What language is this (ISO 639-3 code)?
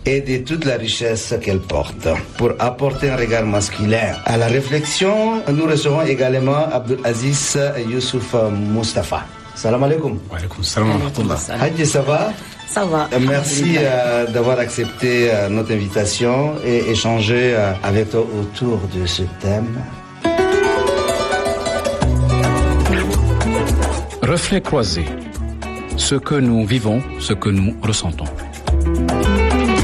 fra